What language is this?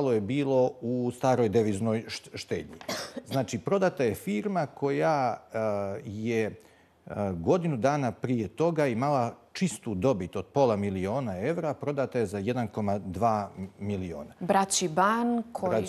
Bosnian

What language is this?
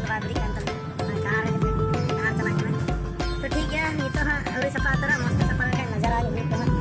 Santali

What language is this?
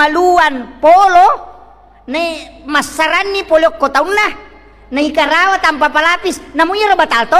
Buginese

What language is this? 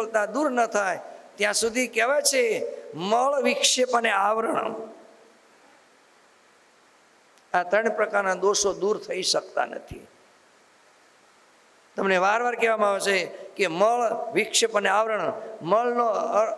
Gujarati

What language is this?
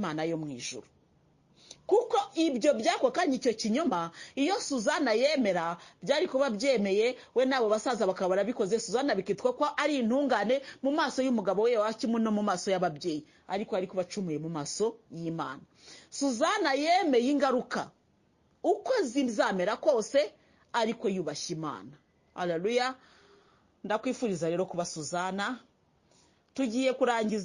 Kinyarwanda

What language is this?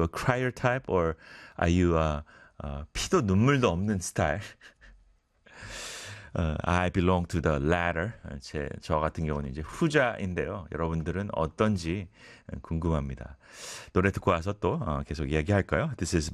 Korean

